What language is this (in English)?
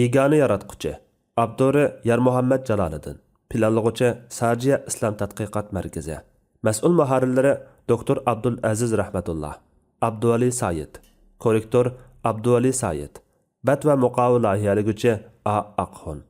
Uyghur